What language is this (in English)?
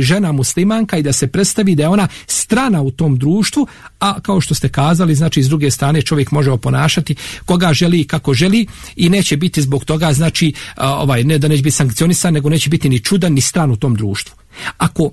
Bosnian